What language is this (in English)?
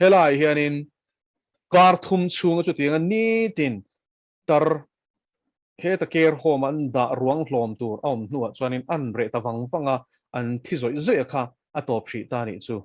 Mizo